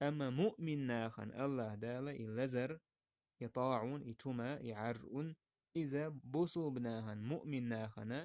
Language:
Chechen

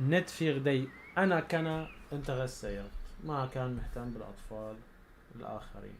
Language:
North Levantine Arabic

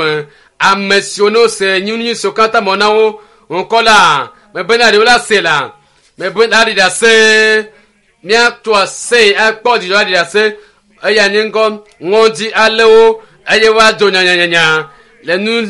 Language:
Ewe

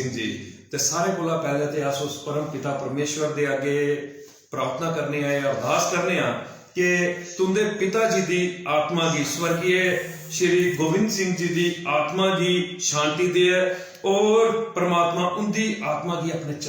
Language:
Dogri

